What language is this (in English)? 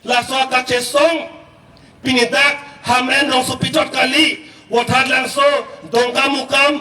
Karbi